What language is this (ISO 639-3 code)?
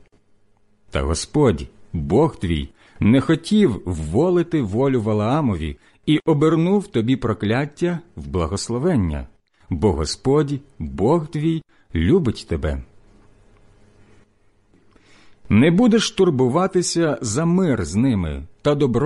ukr